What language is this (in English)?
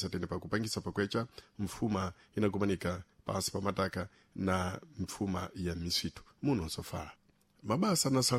Sena